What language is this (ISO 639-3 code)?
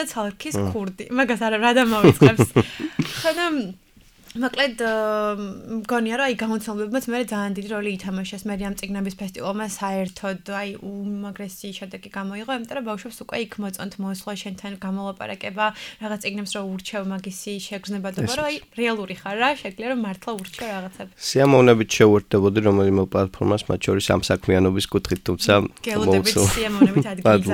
kat